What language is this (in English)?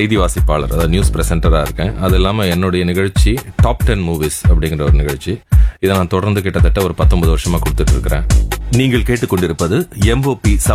Tamil